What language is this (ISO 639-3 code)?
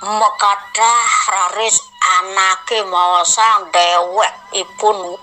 ban